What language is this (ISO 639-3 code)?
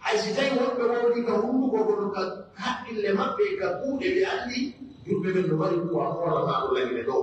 fuf